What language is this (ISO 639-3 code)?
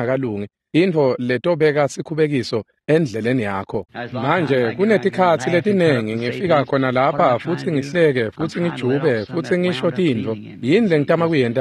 ssw